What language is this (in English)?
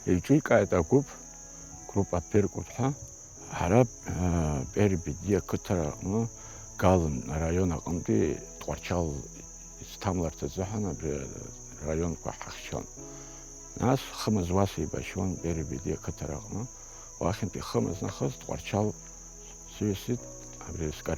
Abkhazian